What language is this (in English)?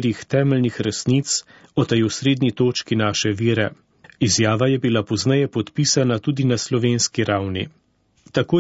Slovenian